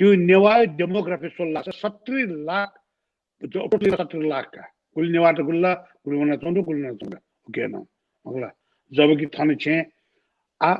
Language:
Newari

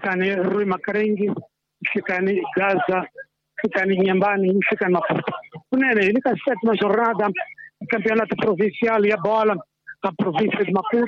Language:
Tsonga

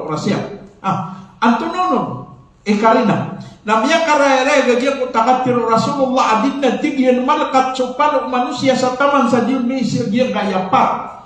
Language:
Maranao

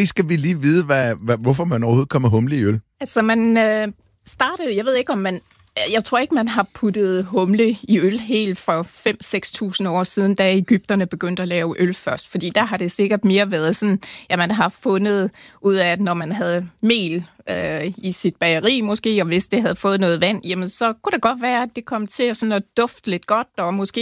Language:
Danish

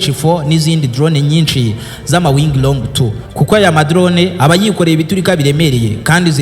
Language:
Kinyarwanda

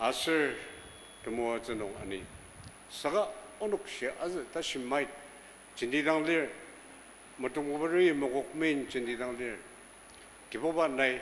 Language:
Ao Naga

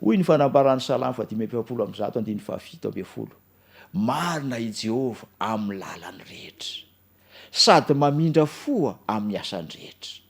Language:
Malagasy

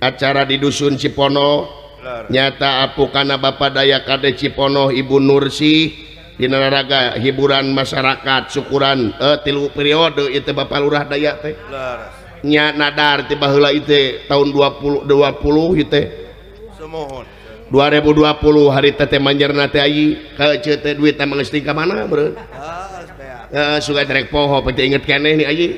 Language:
Sundanese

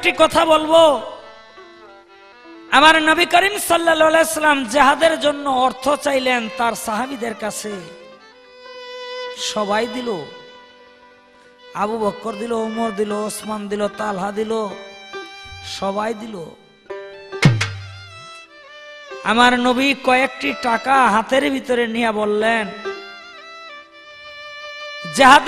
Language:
Bangla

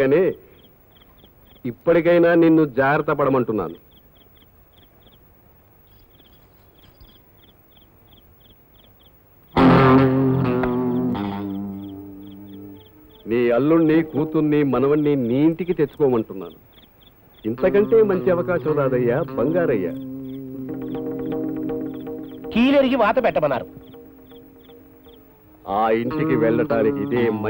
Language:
Telugu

